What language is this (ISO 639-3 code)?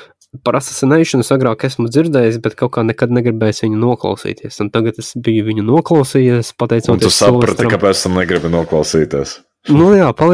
lav